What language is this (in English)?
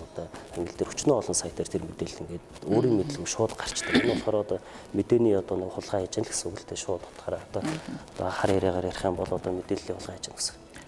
Mongolian